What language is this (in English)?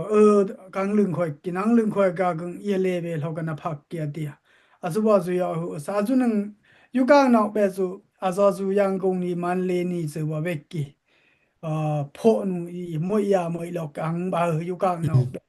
Dimasa